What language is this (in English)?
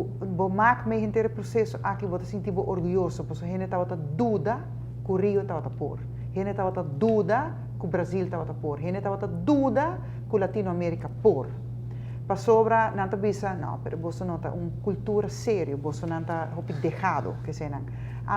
Papiamento